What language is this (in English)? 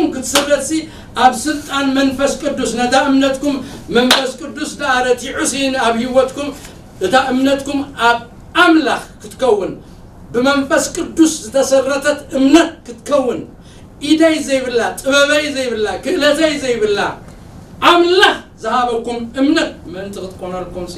Tigrinya